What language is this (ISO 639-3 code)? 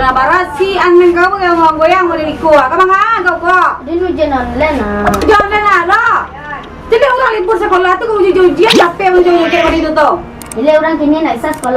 min